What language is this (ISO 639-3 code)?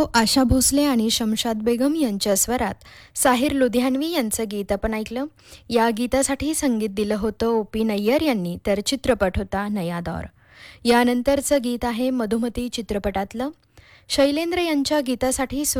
mar